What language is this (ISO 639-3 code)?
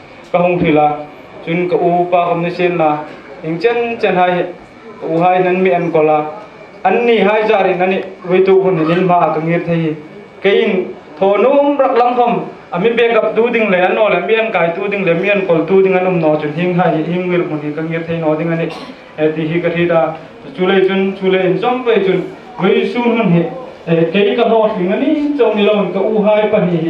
hmr